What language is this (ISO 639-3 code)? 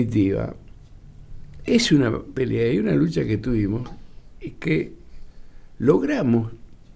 spa